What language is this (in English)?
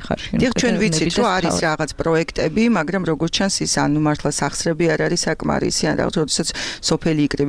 Georgian